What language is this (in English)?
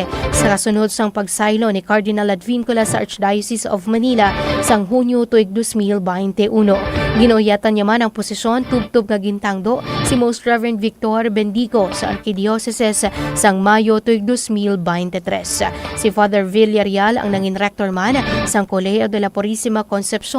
Hiligaynon